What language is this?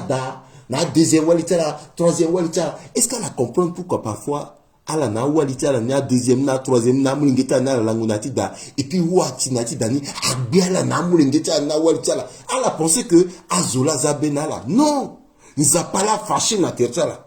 Sango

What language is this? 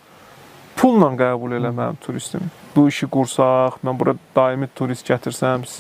Azerbaijani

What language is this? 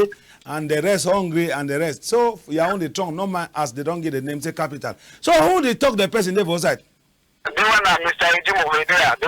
Cameroon Pidgin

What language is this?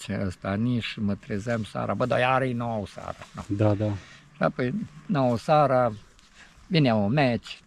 Romanian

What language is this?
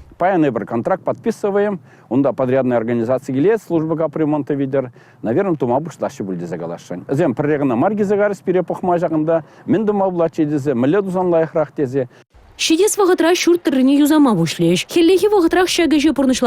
Chuvash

